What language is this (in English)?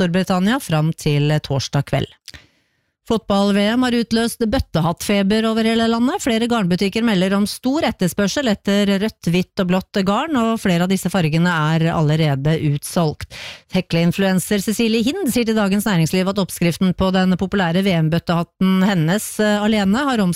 Norwegian